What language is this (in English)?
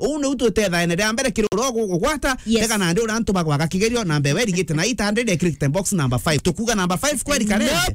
Meru